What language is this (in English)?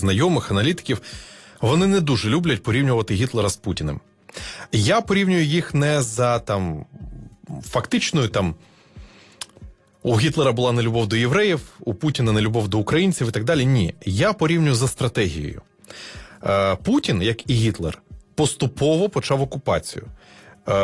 Ukrainian